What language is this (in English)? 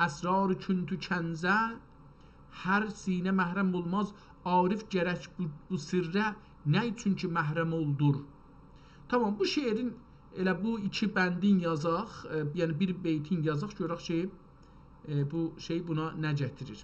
South Azerbaijani